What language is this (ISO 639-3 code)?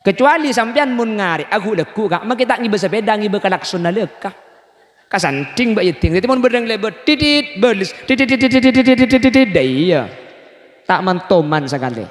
mad